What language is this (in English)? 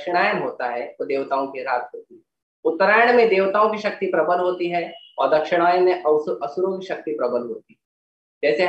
Hindi